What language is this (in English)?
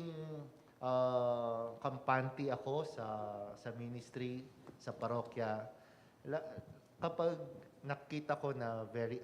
Pampanga